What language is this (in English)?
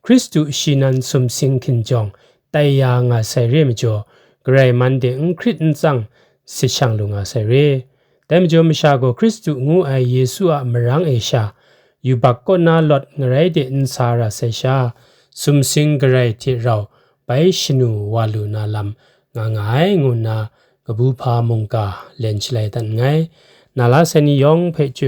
Kachin